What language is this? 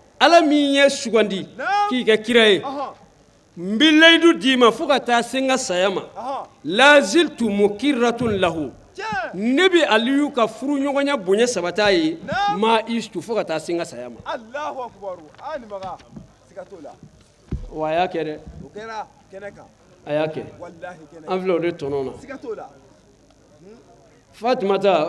Bambara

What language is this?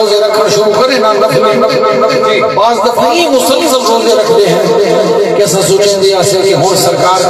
Saraiki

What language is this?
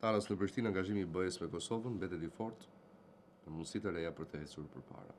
Albanian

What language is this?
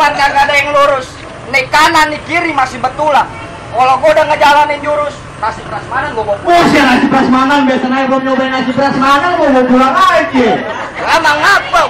Betawi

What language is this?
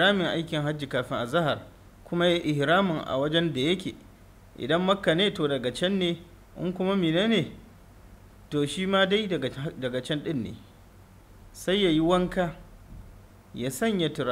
Hausa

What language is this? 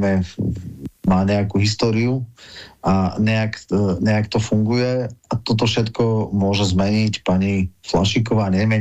Slovak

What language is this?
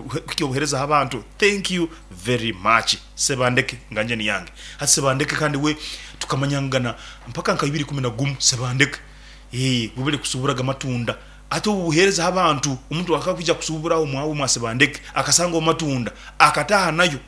Nyoro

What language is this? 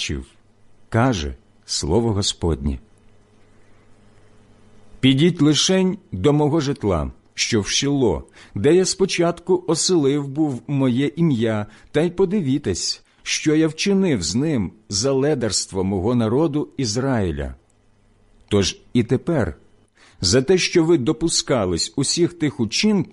Ukrainian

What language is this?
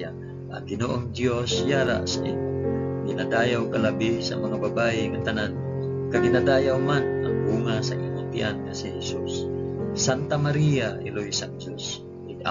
Hiligaynon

